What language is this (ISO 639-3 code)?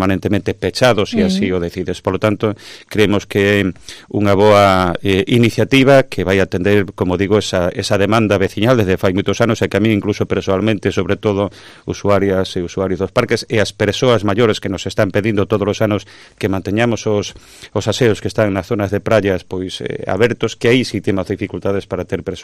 glg